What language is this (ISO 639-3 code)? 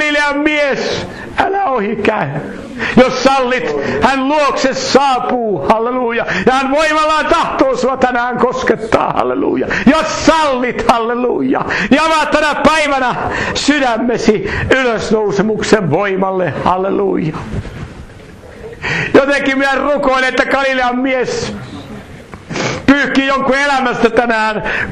fin